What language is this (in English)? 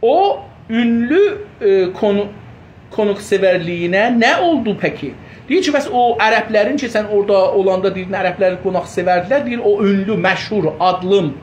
South Azerbaijani